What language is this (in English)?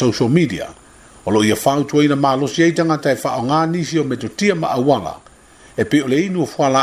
Samoan